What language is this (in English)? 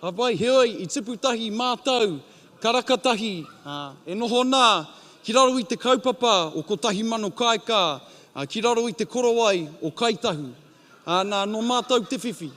Māori